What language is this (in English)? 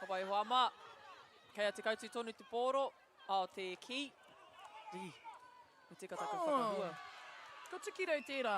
Māori